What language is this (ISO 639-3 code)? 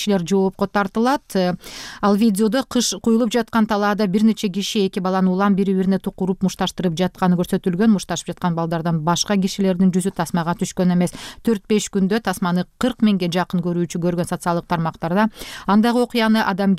kir